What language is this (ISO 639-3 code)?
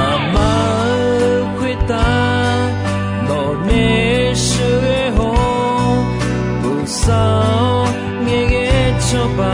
ahk